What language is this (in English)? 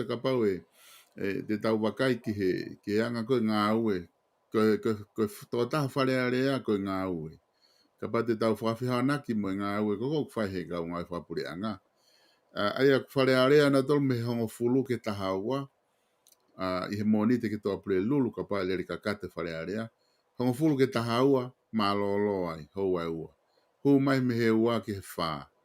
Tongan